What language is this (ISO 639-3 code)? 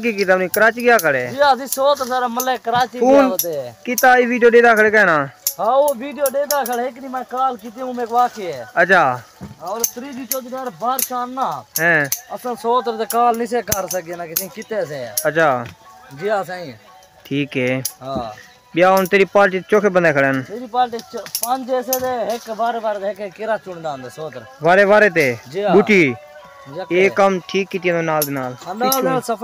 skr